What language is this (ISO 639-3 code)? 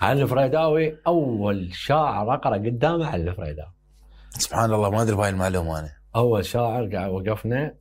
acm